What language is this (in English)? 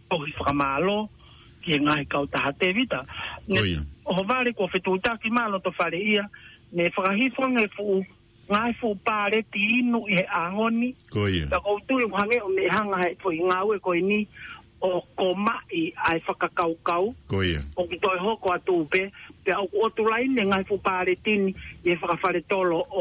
Tongan